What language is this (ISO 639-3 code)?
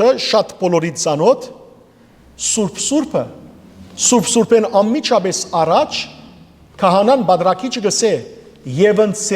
hyw